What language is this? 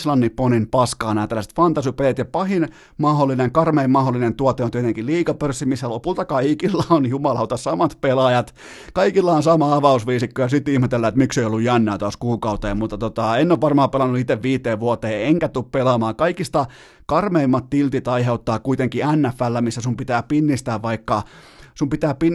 Finnish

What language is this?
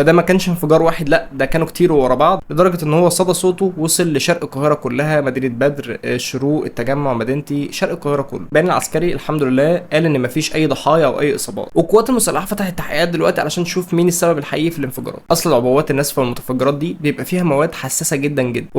Egyptian Arabic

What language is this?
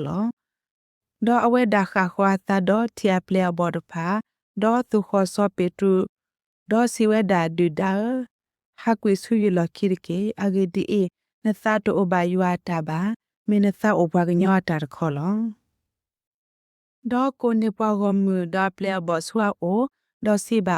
S'gaw Karen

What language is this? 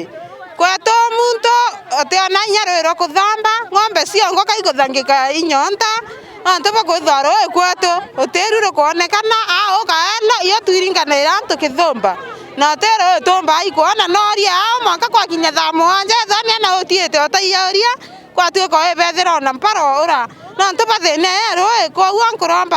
Meru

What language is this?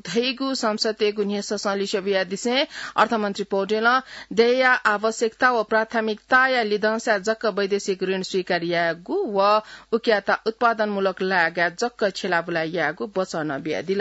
Newari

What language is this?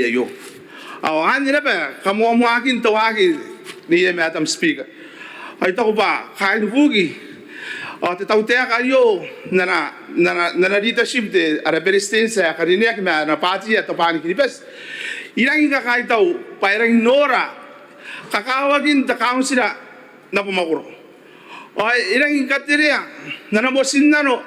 Gilbertese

